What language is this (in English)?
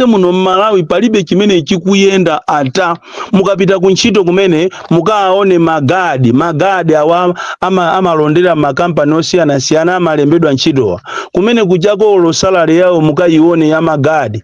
Nyanja